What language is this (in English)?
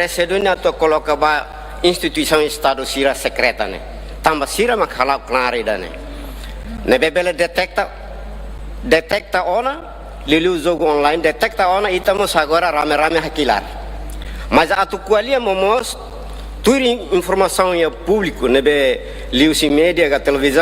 Tetum